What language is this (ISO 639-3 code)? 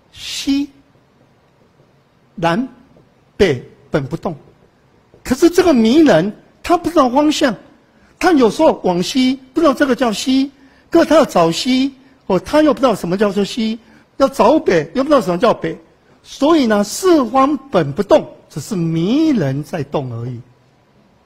zho